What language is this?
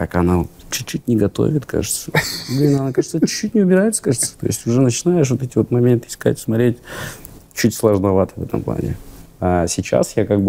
Russian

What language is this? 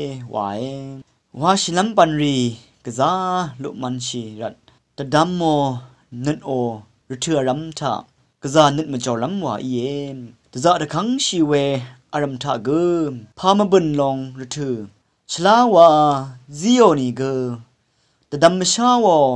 Rawang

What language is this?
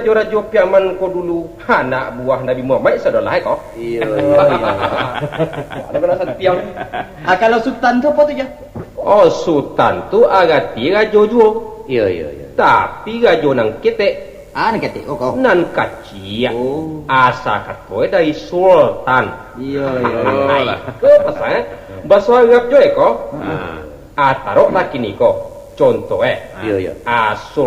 Minangkabau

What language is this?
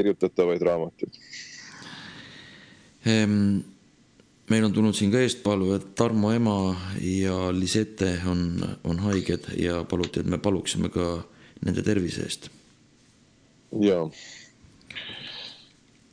Estonian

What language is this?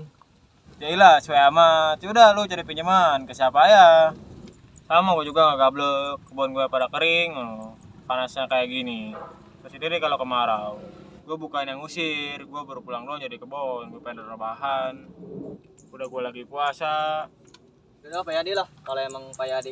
Betawi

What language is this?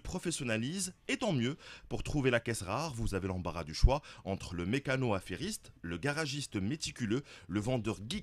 French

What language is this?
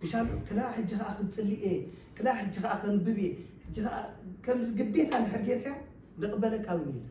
Tigrinya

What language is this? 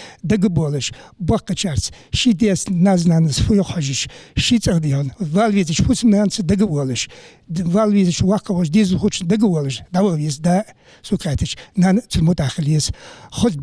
Ingush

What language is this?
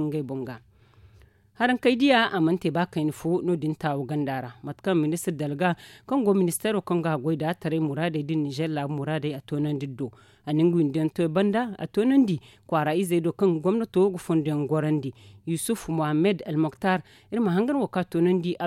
Zarma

